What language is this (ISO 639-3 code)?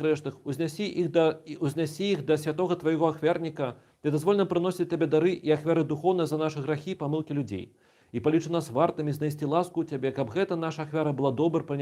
bel